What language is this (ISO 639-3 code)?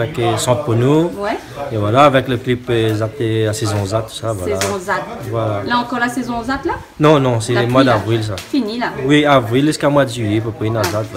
rcf